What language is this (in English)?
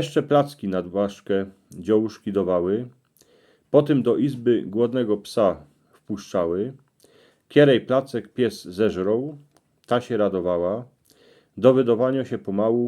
Silesian